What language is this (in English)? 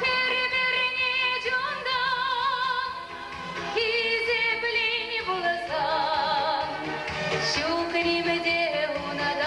Chuvash